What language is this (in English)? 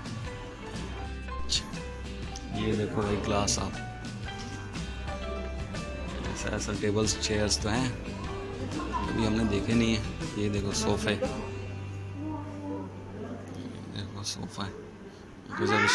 Hindi